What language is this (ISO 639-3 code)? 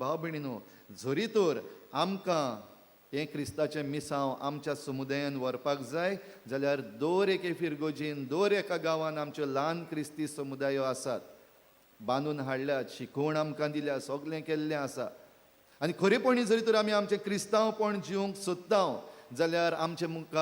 kok